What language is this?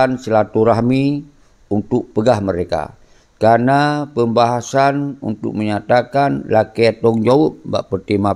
Achinese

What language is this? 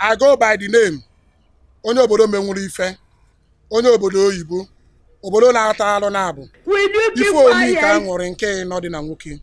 Igbo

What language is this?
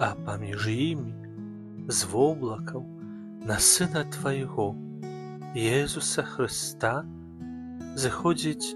Belarusian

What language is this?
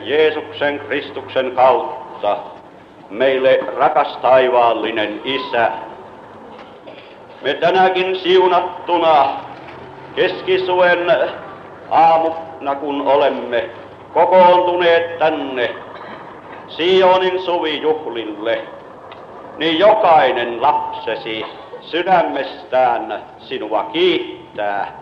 Finnish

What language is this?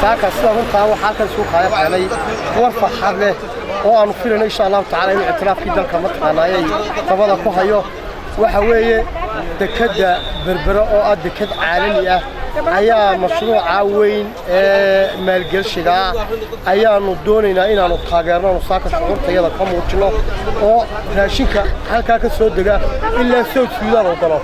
Somali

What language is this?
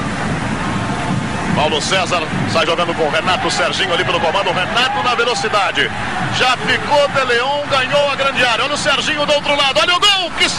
Portuguese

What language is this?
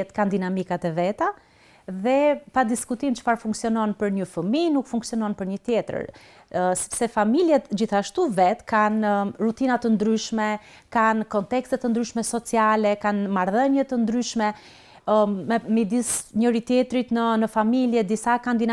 Albanian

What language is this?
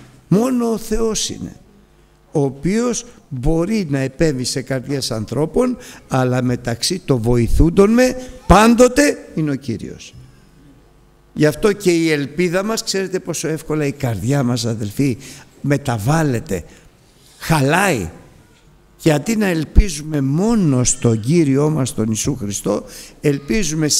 Greek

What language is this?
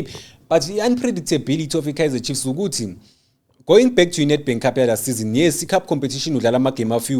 Zulu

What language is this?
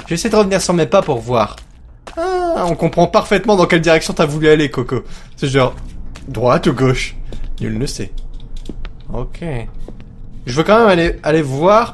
French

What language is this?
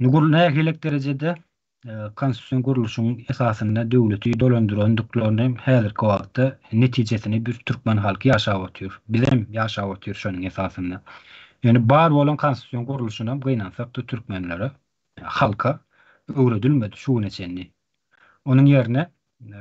Turkmen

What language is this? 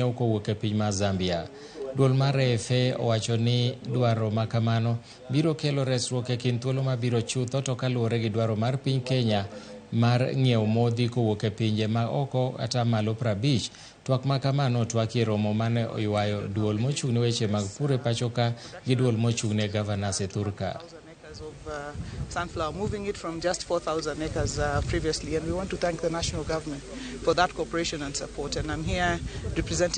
Luo (Kenya and Tanzania)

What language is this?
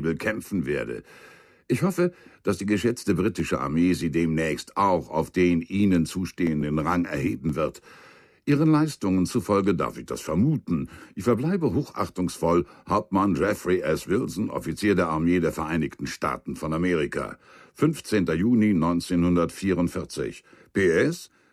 Bavarian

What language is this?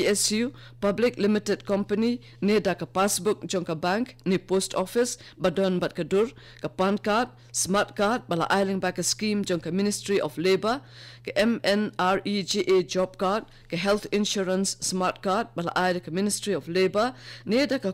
Khasi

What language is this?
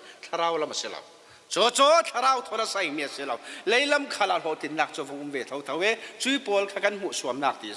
Falam Chin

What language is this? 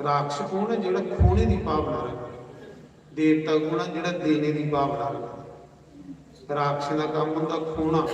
Dogri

